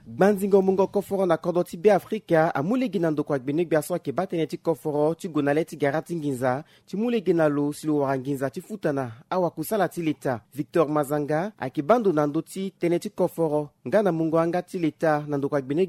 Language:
Sango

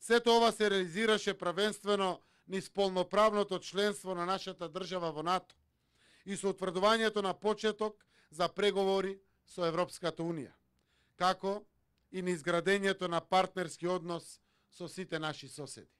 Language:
Macedonian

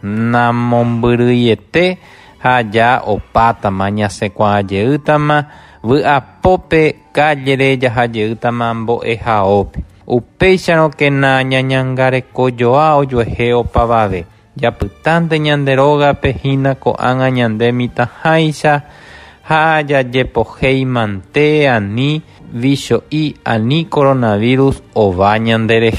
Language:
Guarani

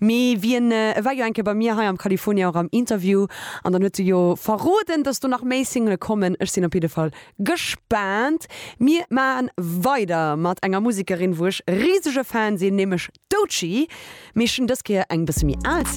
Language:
Luxembourgish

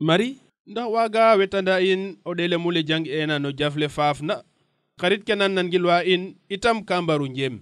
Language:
Serer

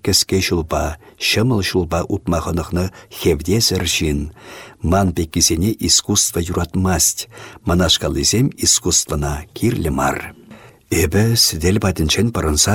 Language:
Chuvash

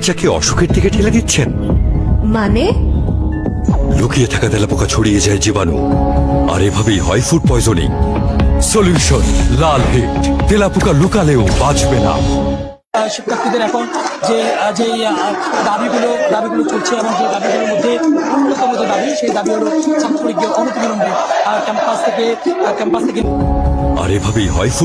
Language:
Bangla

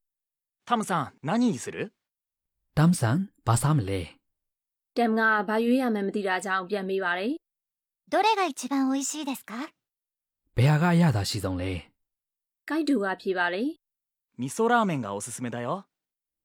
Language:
Burmese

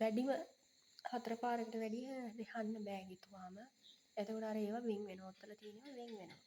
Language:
Sinhala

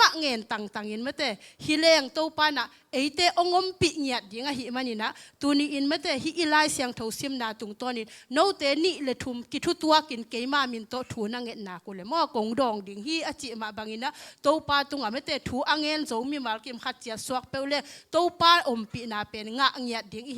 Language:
Tedim Chin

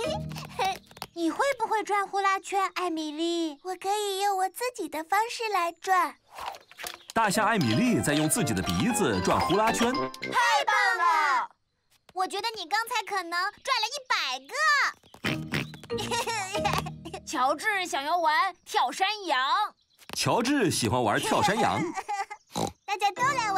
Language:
Chinese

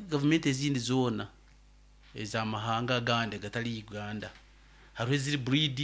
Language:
Nyoro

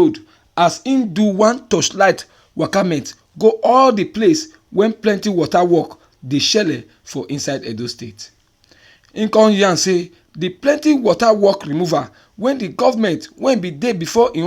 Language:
Nigerian Pidgin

